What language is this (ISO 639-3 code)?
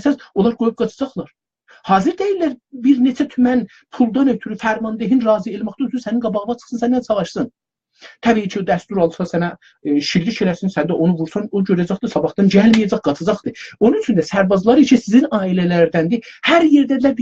azb